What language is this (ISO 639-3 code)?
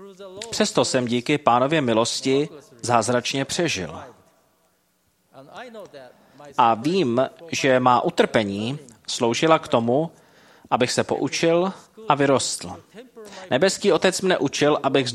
ces